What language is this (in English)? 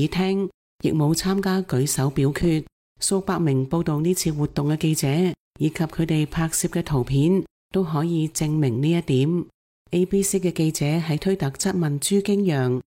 Cantonese